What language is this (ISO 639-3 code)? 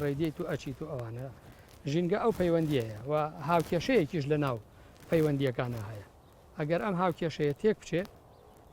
ckb